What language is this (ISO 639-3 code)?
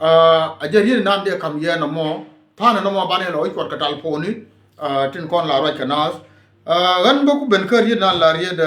nus